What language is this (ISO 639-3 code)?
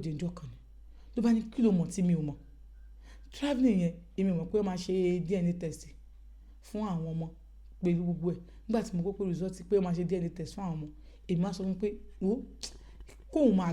yor